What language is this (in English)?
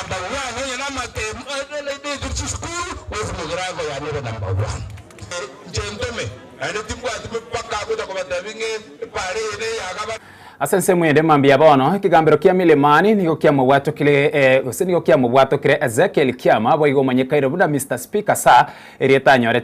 Gusii